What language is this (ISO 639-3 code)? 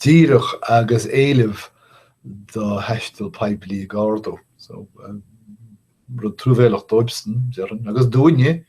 gle